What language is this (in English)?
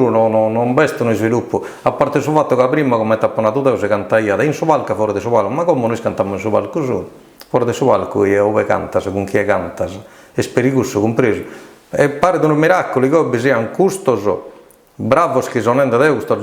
Sardinian